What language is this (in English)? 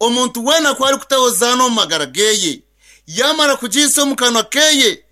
Nyankole